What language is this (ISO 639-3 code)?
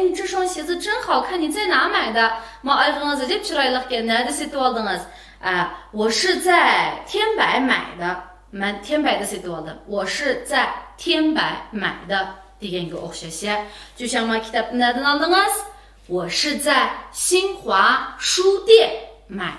uig